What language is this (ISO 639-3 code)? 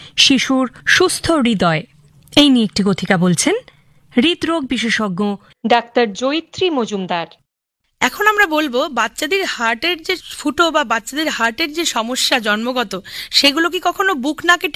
ben